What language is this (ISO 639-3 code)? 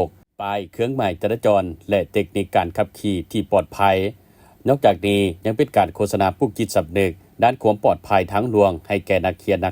lao